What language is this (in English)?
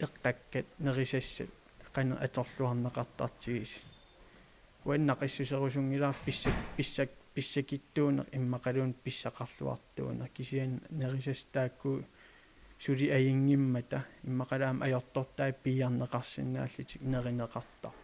Kalaallisut